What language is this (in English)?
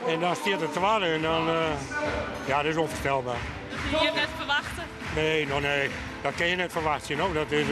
Western Frisian